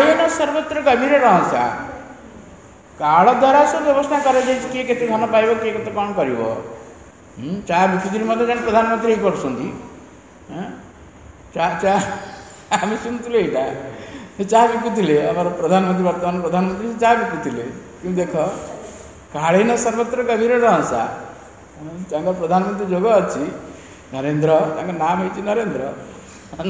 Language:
Odia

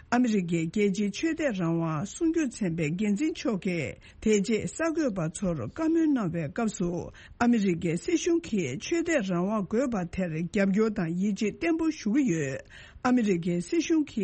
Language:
Tibetan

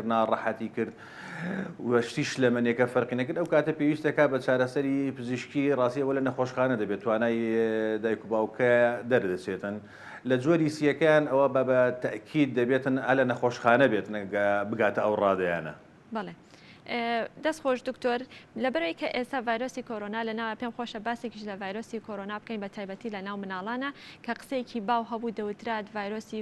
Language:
Central Kurdish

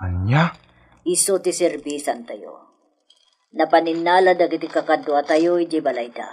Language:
Iloko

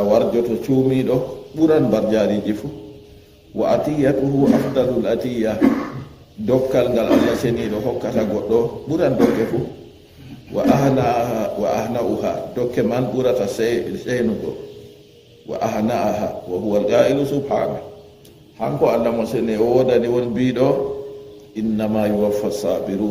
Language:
Fula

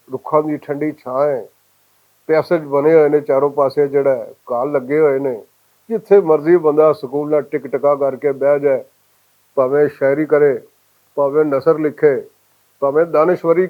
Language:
Western Panjabi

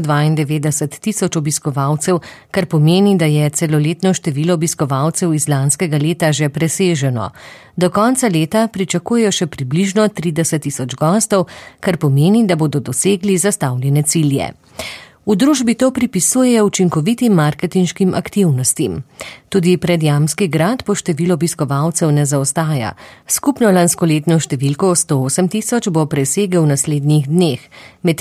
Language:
Slovenian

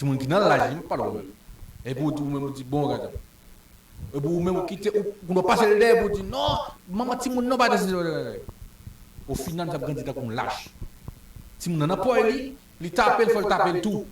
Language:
Haitian Creole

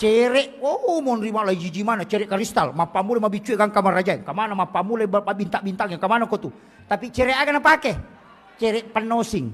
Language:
Buginese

